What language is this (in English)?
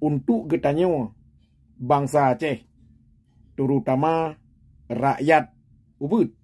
Achinese